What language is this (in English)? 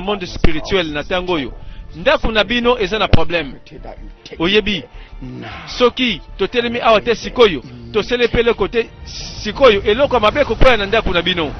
Lingala